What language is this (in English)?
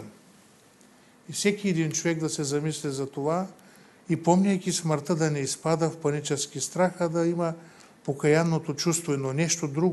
Bulgarian